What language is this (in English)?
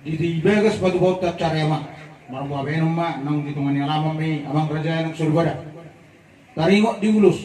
Batak Toba